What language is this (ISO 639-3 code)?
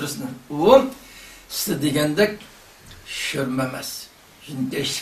uig